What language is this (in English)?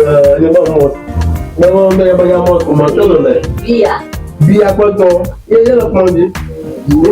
Ewe